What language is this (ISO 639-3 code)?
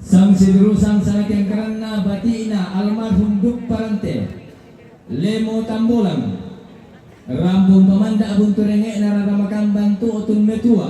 sda